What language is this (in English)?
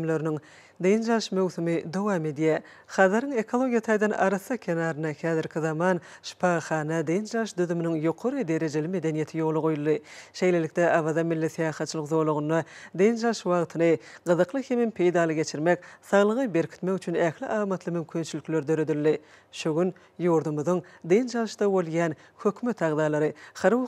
Turkmen